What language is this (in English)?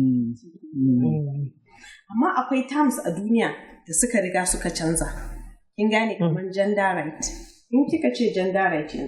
Hausa